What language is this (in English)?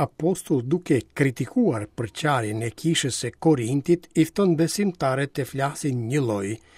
Albanian